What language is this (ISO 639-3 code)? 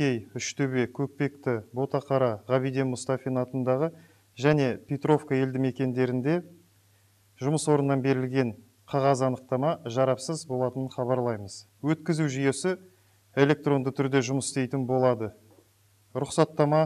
kaz